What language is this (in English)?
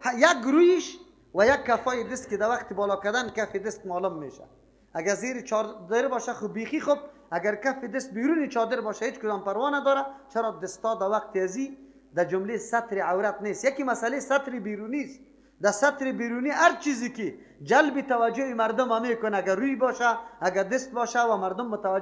Persian